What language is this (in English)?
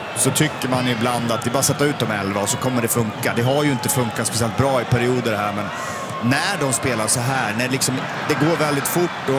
Swedish